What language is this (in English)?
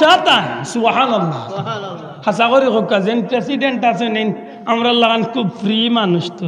Sylheti